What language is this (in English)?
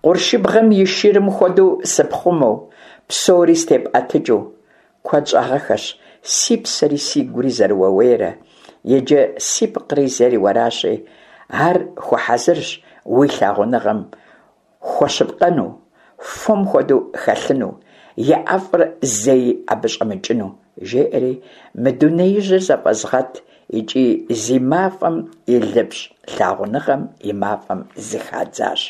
Kabardian